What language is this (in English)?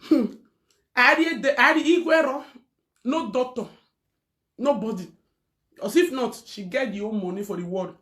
Nigerian Pidgin